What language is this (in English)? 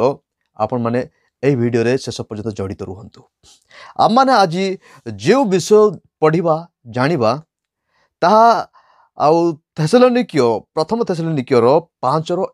Odia